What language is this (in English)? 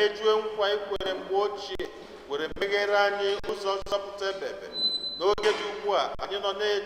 Igbo